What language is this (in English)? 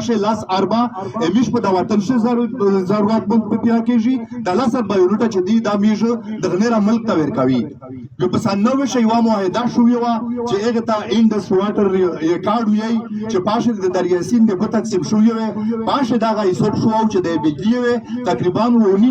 Pashto